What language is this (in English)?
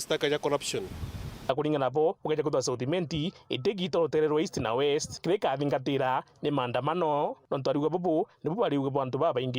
Meru